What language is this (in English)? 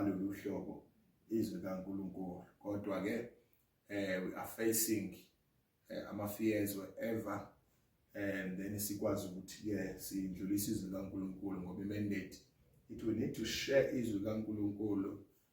Zulu